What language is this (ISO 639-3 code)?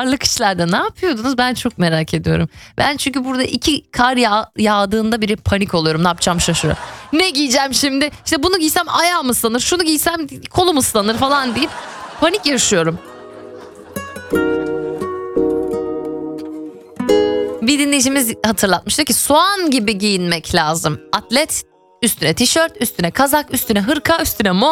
tur